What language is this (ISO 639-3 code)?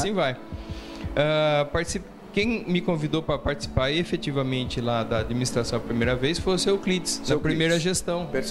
por